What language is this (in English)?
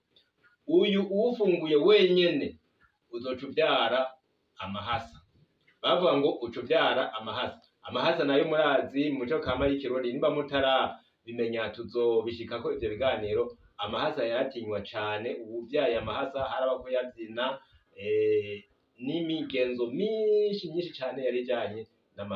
Rundi